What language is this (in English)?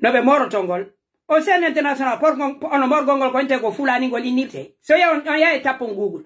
Pular